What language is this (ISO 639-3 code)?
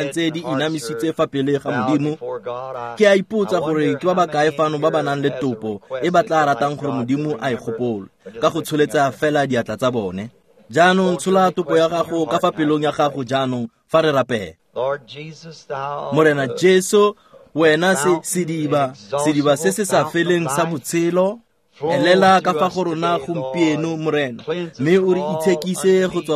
tsn